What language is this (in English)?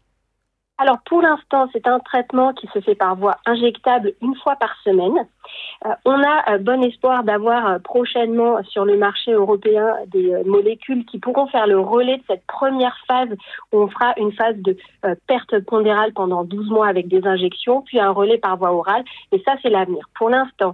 French